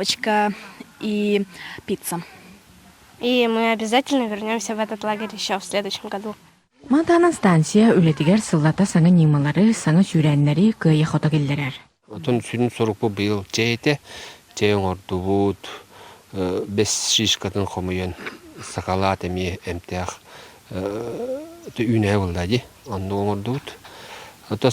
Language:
Yakut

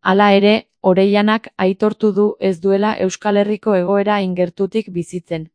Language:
Basque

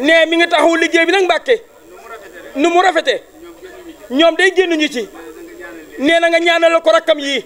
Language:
Wolof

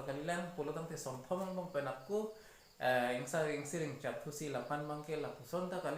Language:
Karbi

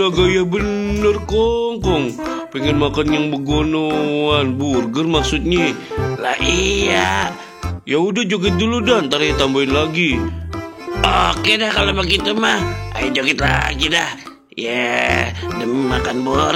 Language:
Betawi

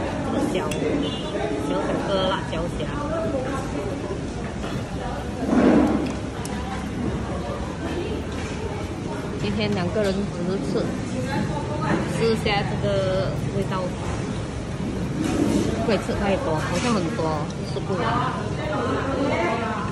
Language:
Chinese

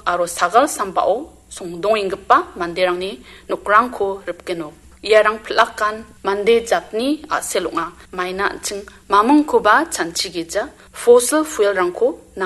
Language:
Garo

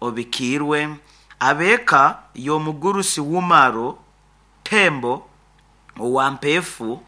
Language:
Nyankole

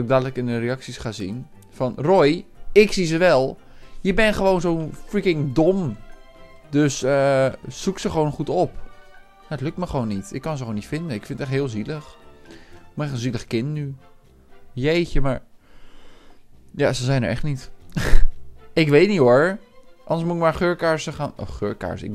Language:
Dutch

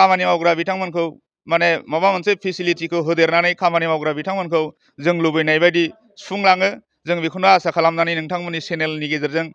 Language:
Bodo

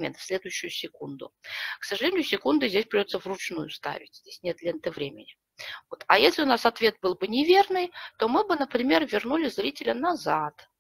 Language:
Russian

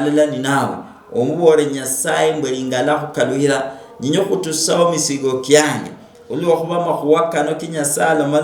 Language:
Luyia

